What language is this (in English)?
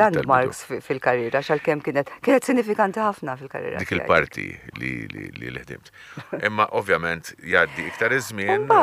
Maltese